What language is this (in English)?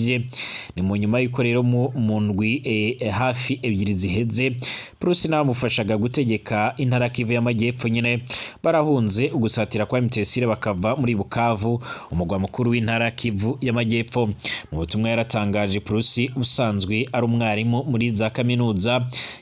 Rundi